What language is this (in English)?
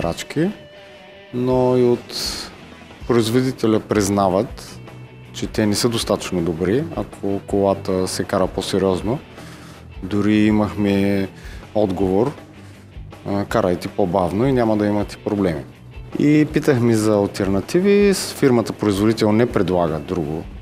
Bulgarian